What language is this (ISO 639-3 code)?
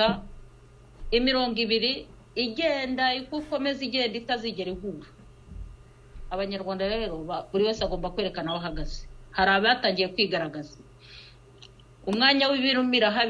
kin